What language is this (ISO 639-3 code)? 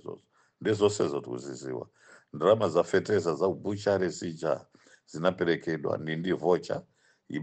nya